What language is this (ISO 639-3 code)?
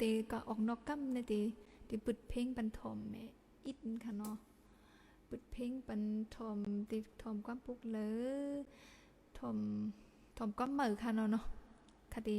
shn